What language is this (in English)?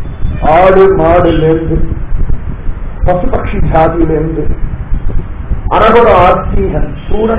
Tamil